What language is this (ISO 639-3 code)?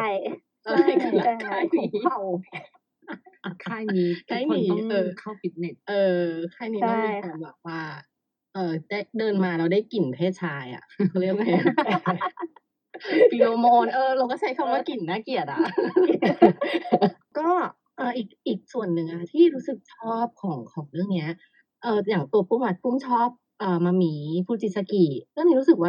tha